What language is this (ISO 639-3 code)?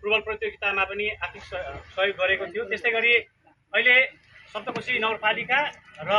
nep